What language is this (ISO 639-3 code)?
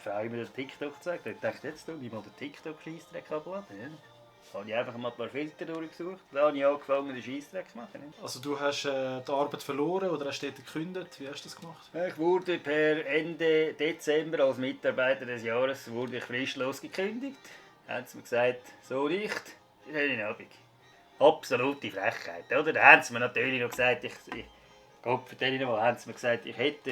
gsw